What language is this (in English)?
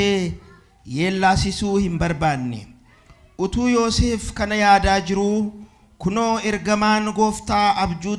Oromo